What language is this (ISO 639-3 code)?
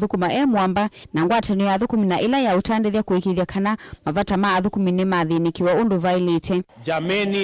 kam